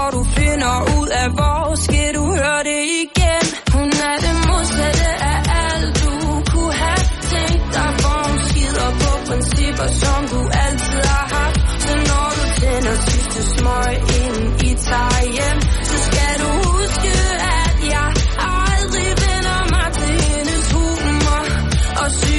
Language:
Danish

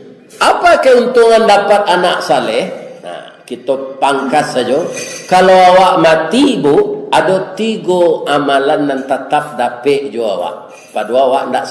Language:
Minangkabau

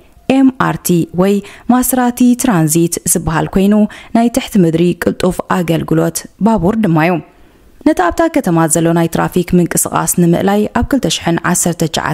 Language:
Tigrinya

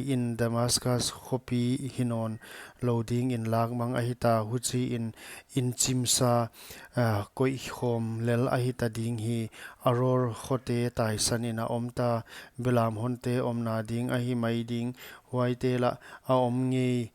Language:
Paite Chin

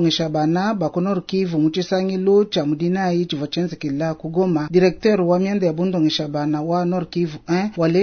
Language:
Luba-Lulua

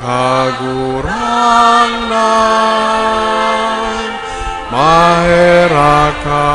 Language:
Bikol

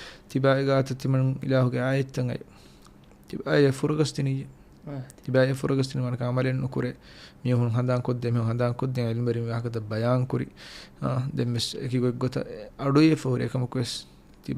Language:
Divehi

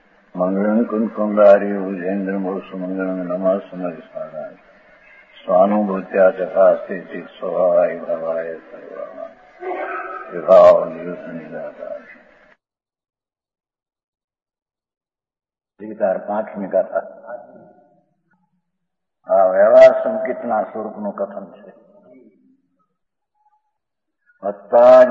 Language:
Gujarati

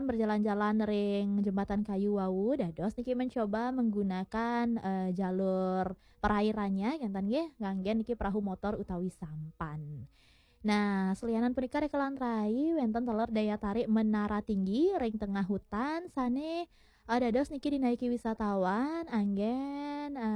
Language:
Balinese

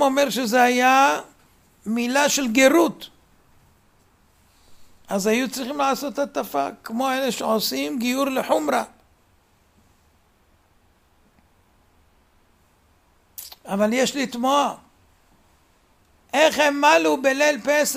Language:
Hebrew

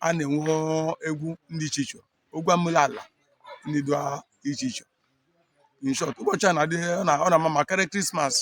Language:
Igbo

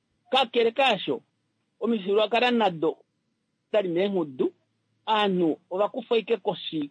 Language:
Kuanyama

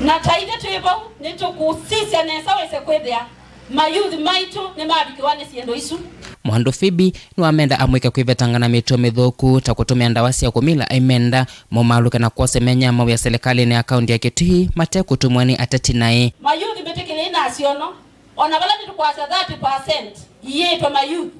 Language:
Kamba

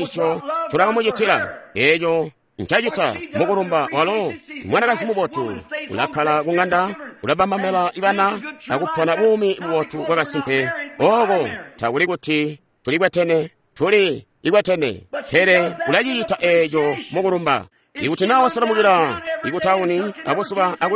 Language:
Tonga (Zambia)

